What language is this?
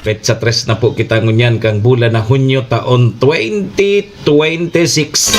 Bikol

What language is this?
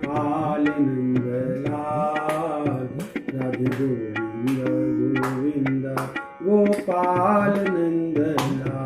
Maithili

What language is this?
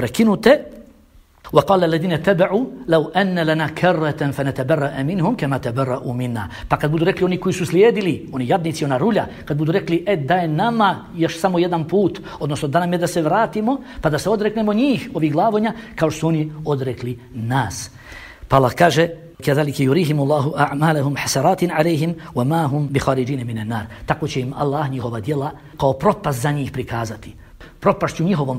Bosnian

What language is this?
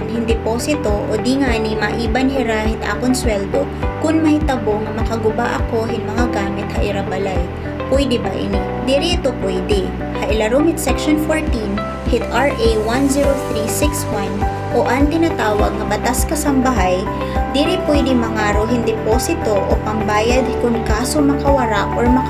Waray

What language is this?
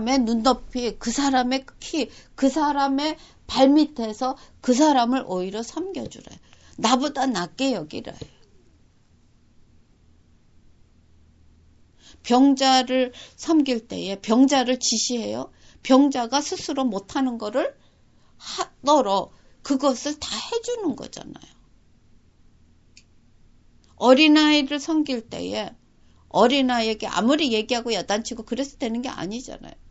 Korean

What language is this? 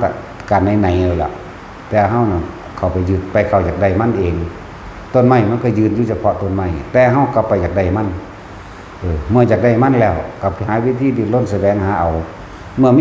Northeastern Thai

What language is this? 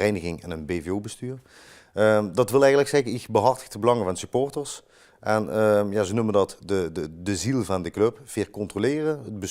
Limburgish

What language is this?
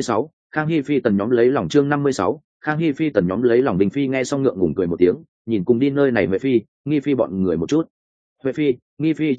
Vietnamese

